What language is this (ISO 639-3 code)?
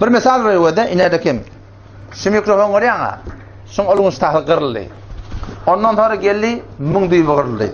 tuk